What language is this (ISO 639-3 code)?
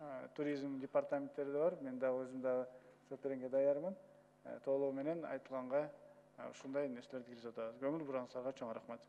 kir